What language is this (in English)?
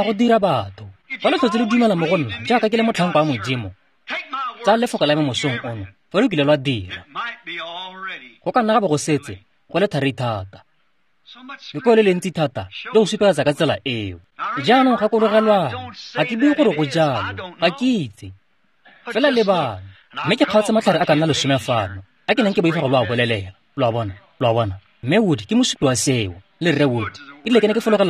Tswana